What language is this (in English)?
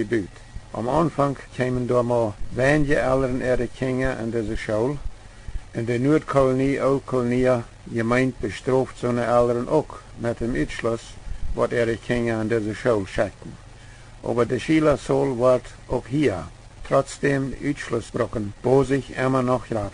Plautdietsch